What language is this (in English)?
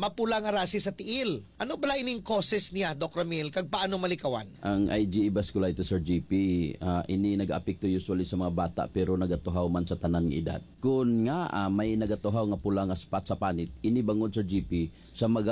Hiligaynon